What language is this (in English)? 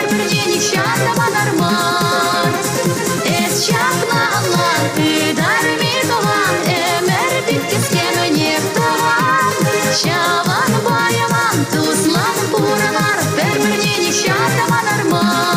Chuvash